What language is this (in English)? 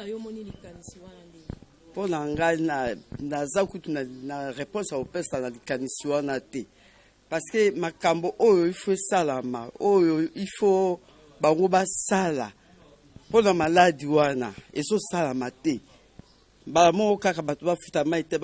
Lingala